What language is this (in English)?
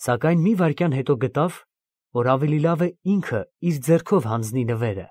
Armenian